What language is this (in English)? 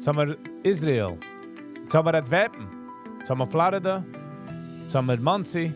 Yiddish